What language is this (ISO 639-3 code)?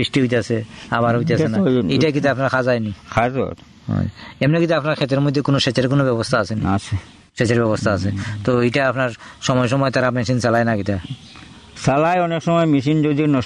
ben